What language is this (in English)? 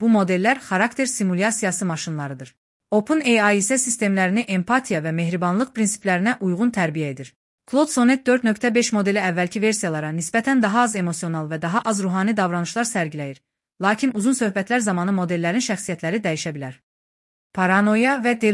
Azerbaijani